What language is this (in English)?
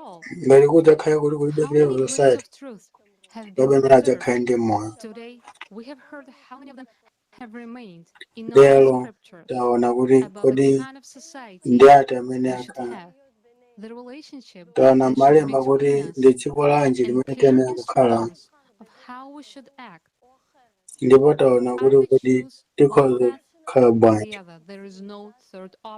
Nyanja